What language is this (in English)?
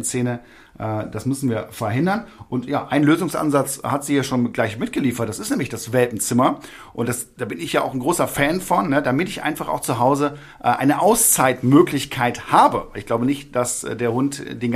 German